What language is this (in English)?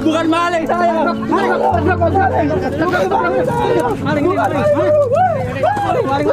Betawi